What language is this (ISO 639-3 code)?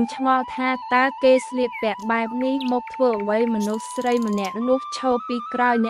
khm